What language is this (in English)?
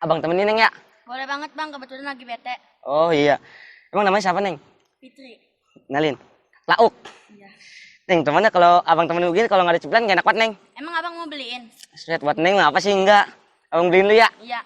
Betawi